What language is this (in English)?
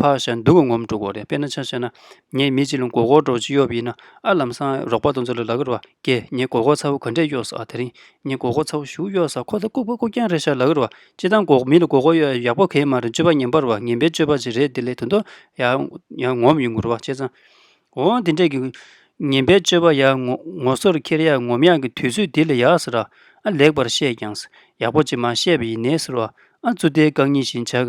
Tibetan